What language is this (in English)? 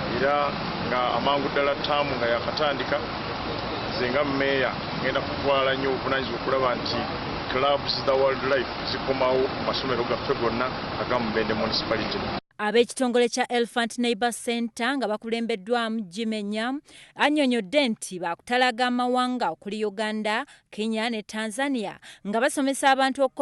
Ganda